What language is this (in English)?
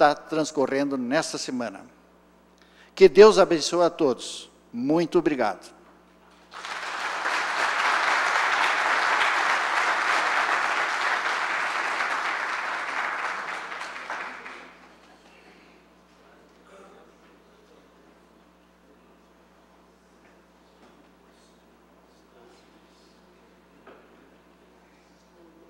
Portuguese